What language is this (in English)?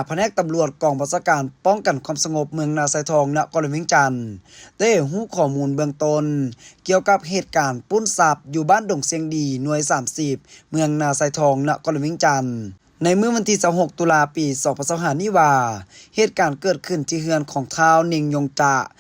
Lao